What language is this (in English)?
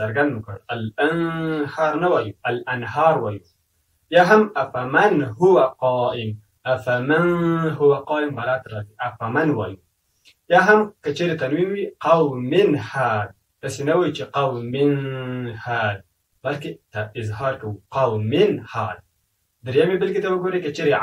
Pashto